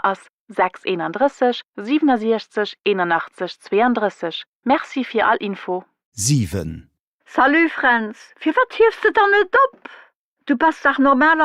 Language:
Luxembourgish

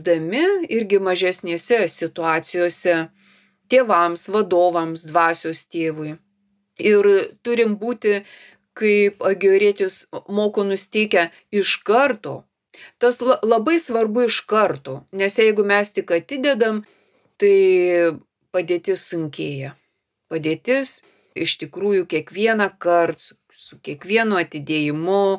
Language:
Lithuanian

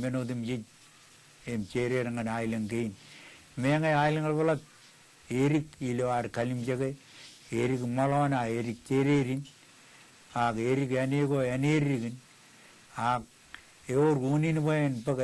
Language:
Marshallese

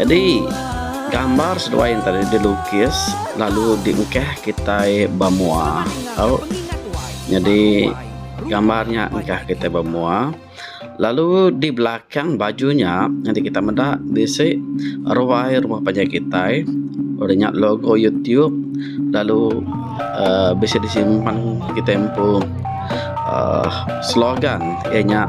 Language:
Iban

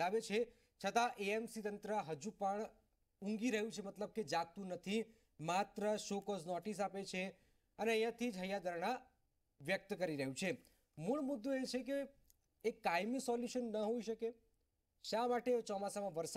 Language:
Gujarati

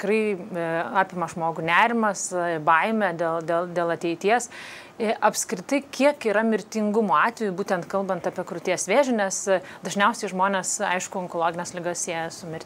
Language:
Lithuanian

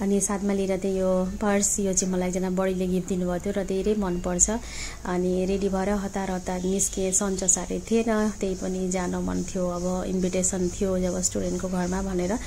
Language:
Nepali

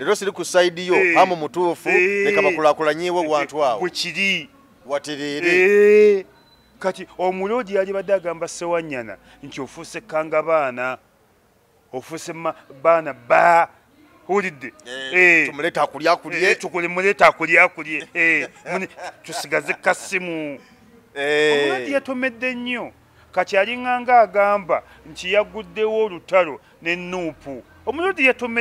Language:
Ganda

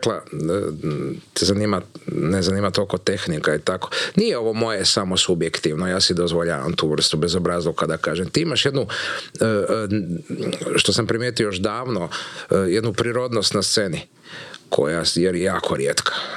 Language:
Croatian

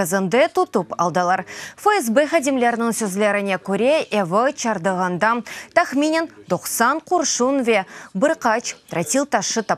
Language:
Crimean Tatar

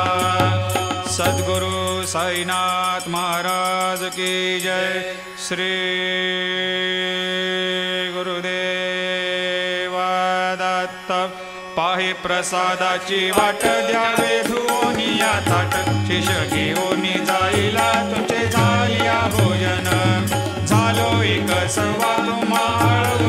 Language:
Marathi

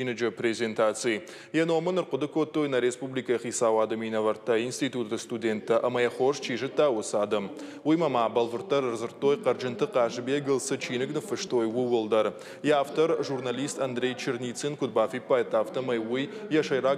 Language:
Ossetic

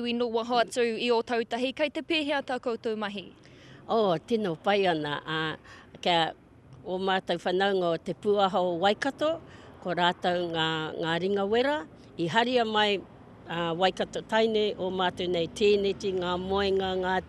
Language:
Māori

